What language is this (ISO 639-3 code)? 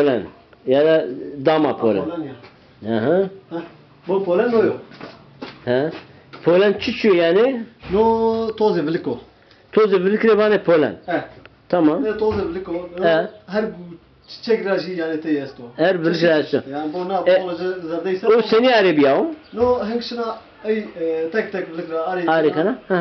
zza